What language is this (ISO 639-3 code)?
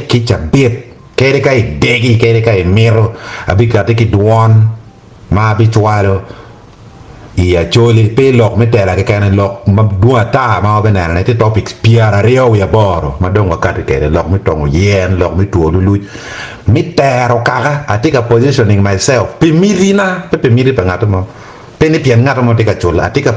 ach